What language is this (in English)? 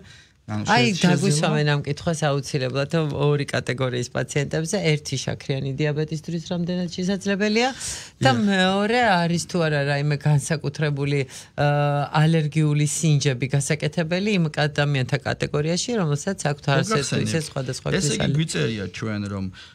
Georgian